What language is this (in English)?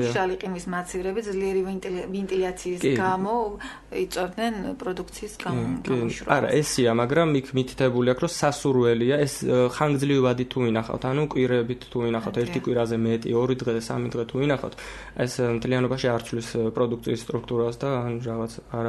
Georgian